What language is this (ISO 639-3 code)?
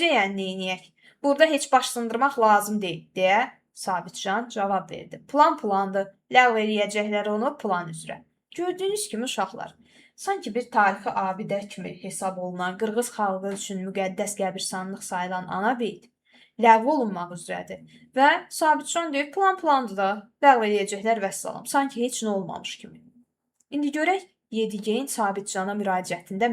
aze